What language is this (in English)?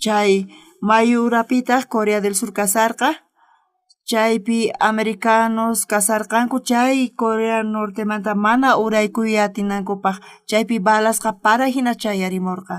South Bolivian Quechua